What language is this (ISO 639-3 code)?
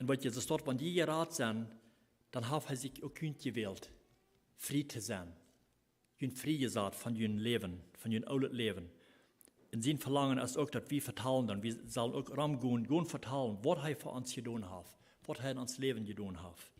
pdt